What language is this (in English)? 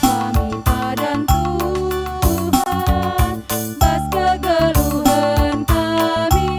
Batak Karo